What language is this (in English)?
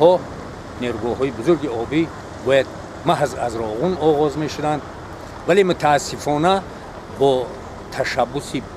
Tajik